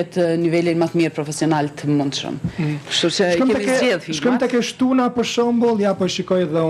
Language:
Albanian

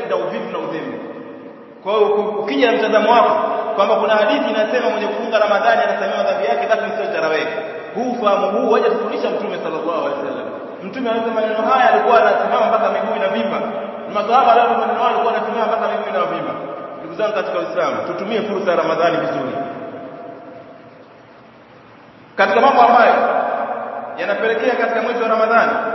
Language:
Swahili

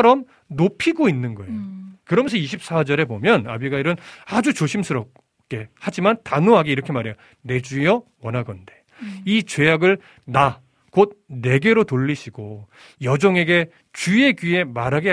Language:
Korean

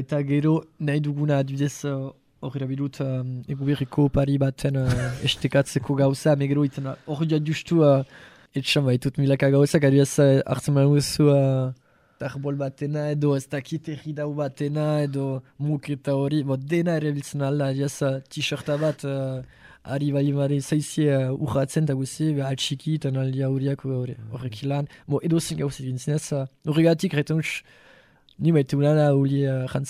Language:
Basque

